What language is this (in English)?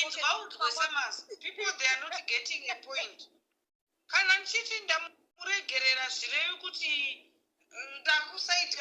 Shona